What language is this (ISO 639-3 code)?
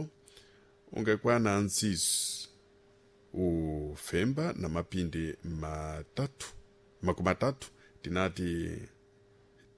seh